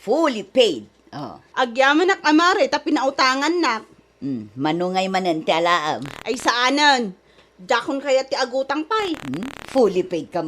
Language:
Iloko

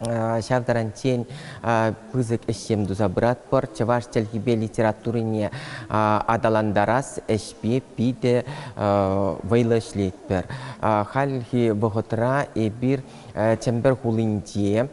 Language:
Chuvash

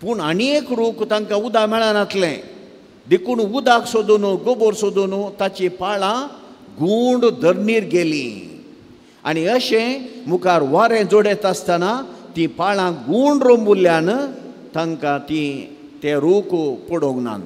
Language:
Konkani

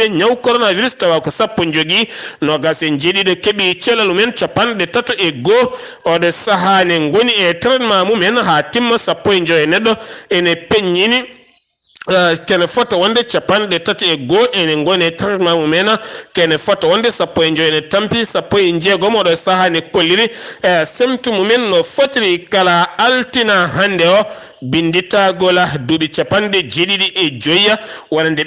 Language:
Fula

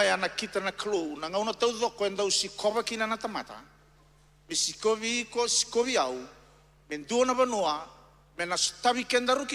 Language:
Fijian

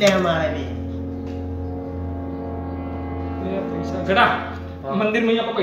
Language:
Gujarati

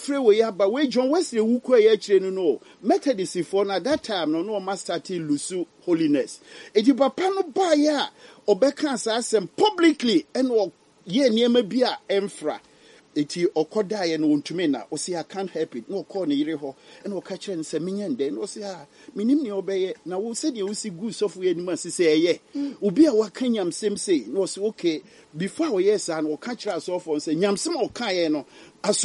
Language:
Akan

